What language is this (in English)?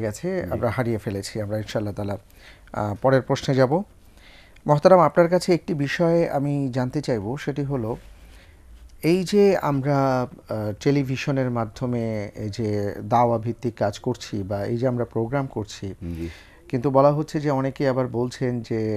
Bangla